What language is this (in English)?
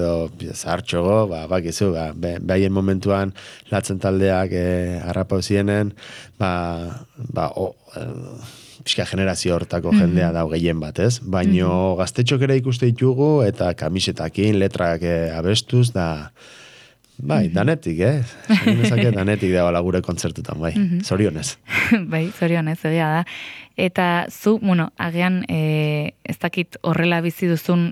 Basque